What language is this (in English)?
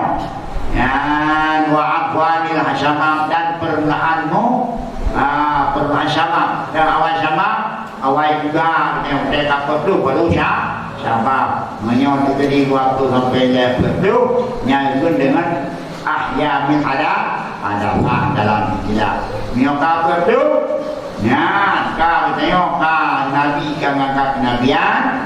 Achinese